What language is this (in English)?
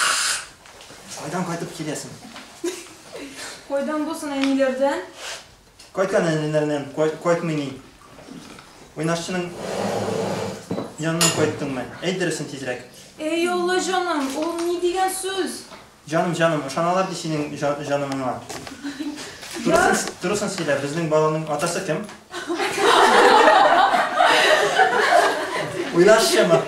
Tatar